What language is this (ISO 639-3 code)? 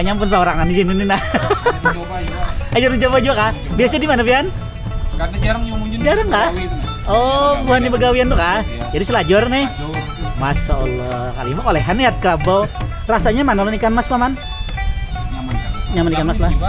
bjn